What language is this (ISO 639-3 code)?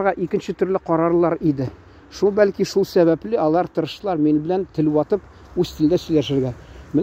tat